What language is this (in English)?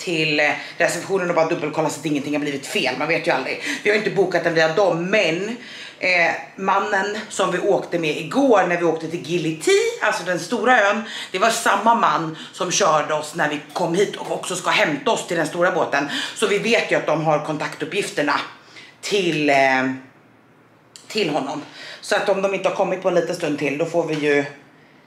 Swedish